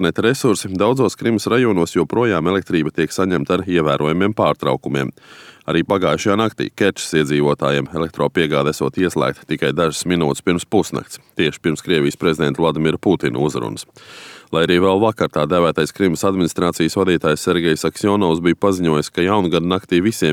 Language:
Latvian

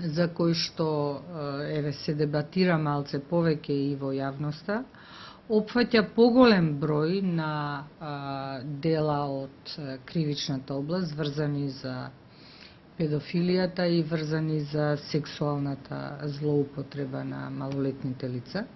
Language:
Macedonian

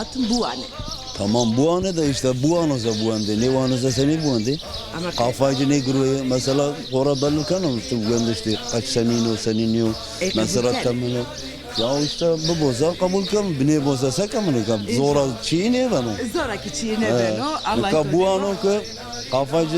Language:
Zaza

